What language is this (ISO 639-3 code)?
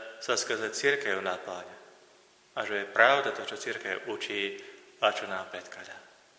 slk